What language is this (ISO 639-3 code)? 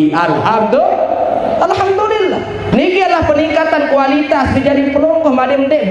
sas